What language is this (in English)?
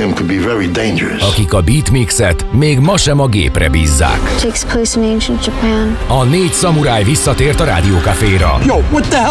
Hungarian